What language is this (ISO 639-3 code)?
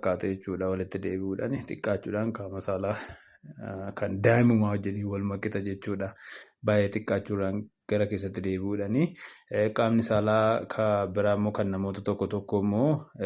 orm